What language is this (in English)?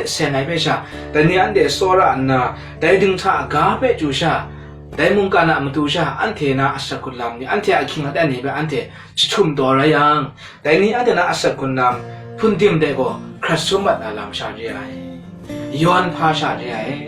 Kachin